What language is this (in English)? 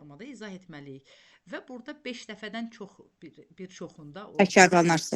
Azerbaijani